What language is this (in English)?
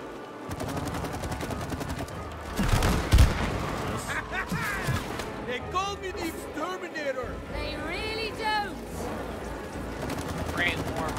English